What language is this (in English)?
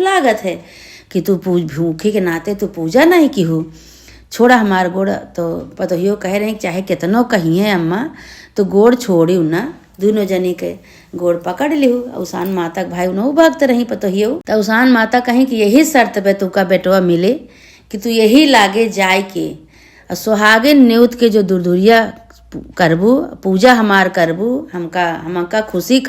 Awadhi